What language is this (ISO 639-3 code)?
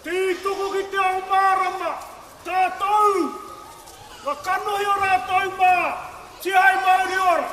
mri